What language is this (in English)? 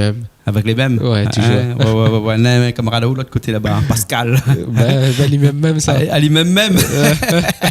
Réunion Creole French